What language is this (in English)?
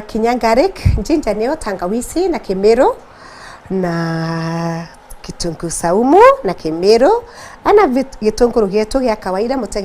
Meru